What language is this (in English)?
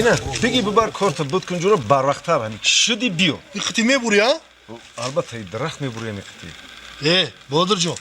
Tajik